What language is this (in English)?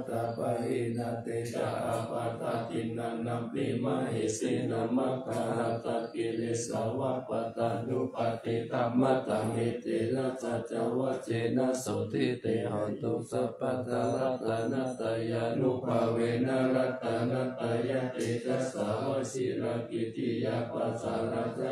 Pali